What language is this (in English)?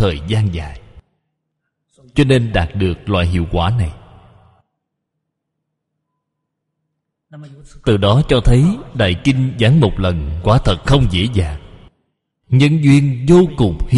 Vietnamese